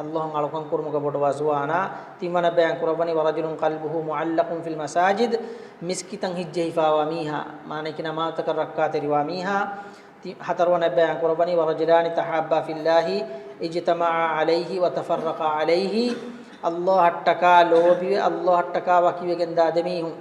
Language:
Divehi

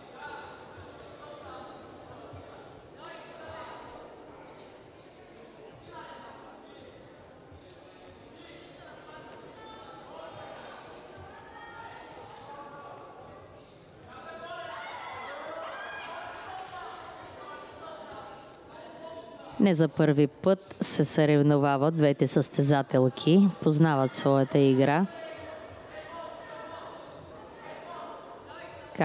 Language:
Bulgarian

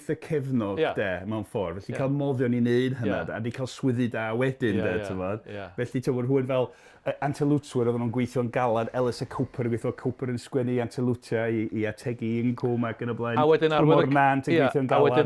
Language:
Welsh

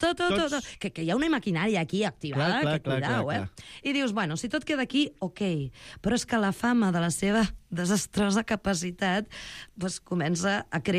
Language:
Catalan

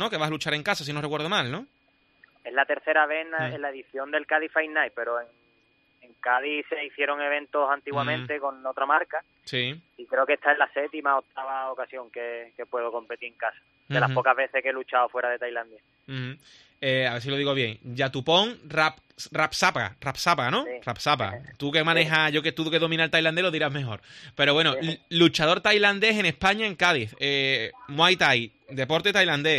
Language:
Spanish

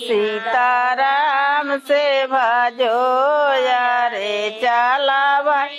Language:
Chhattisgarhi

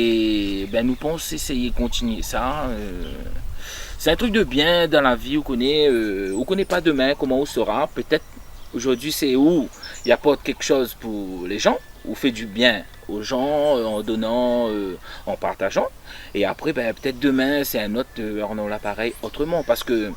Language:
Réunion Creole French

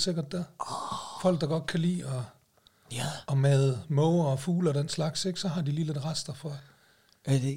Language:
Danish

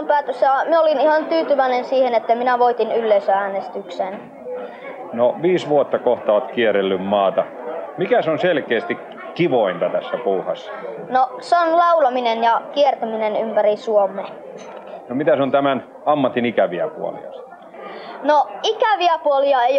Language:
Finnish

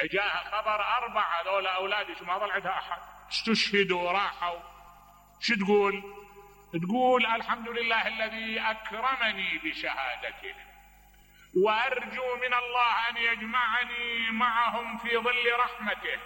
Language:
Mesopotamian Arabic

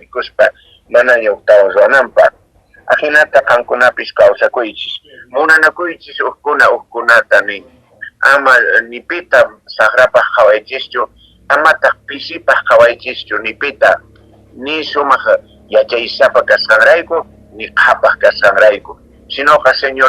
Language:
Quechua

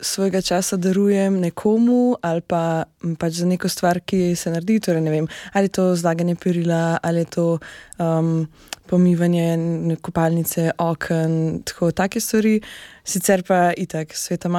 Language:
Slovenian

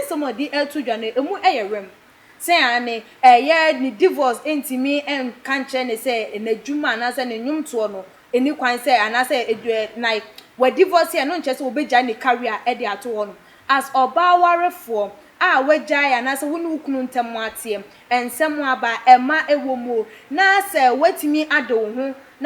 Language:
Akan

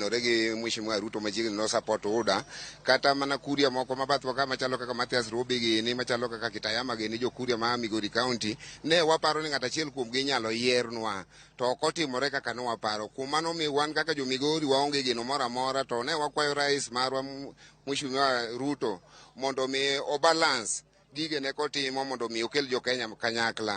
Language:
Luo (Kenya and Tanzania)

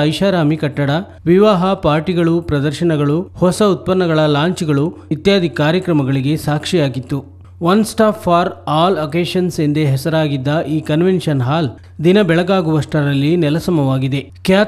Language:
Kannada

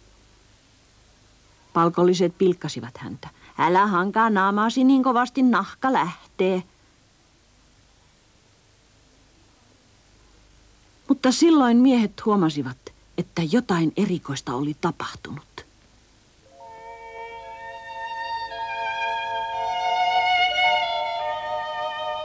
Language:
Finnish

